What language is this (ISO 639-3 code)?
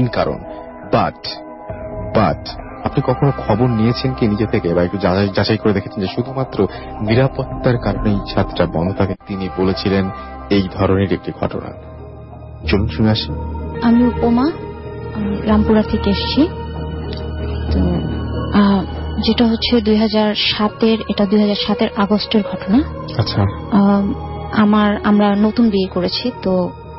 ben